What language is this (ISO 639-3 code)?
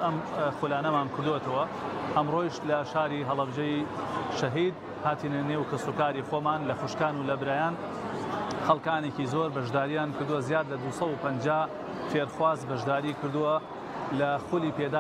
ckb